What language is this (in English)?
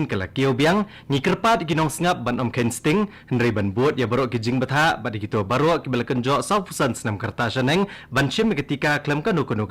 Khasi